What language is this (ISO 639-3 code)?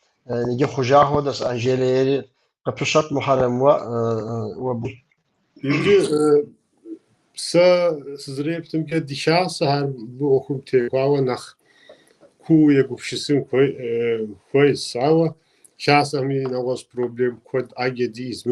kbd